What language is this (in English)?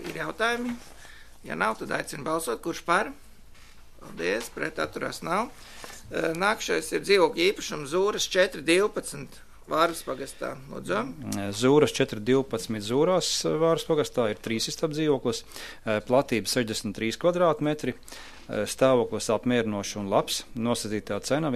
Latvian